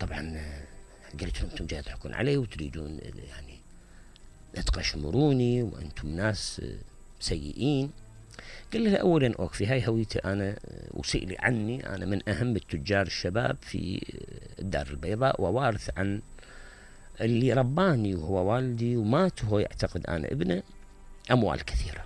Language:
Mesopotamian Arabic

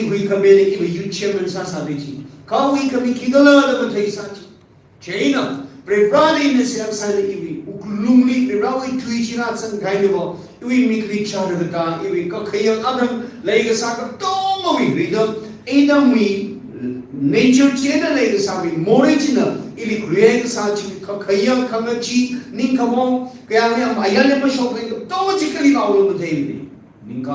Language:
Tangkhul Naga (India)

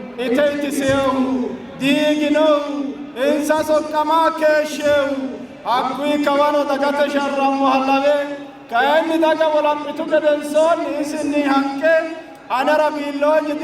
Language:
Sidamo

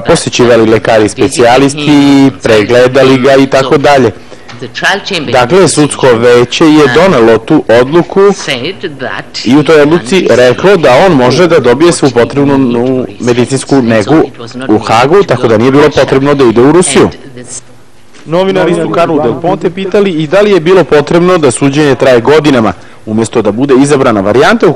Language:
Serbian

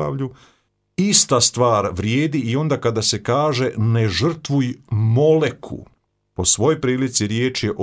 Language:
Croatian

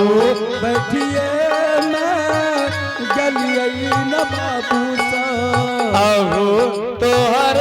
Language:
Angika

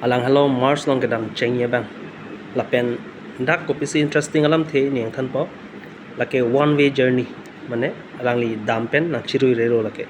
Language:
Karbi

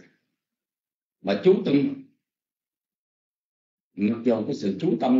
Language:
Vietnamese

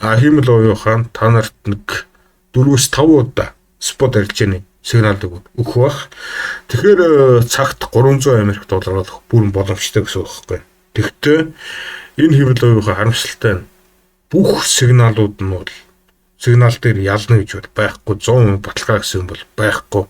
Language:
Mongolian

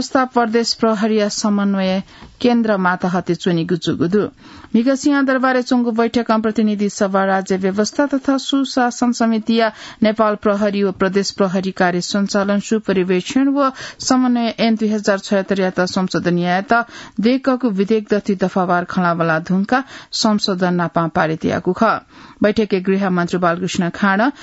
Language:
Newari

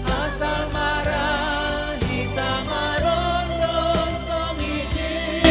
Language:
Batak Simalungun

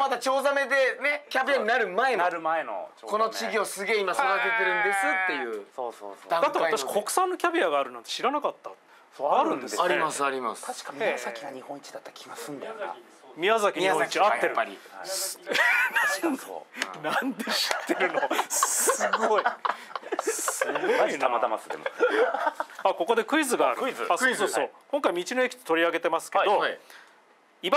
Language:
Japanese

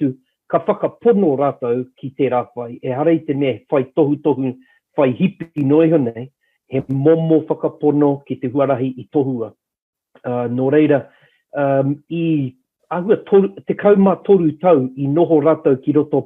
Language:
Māori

